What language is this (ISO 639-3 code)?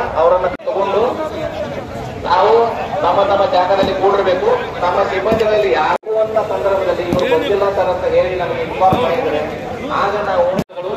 kan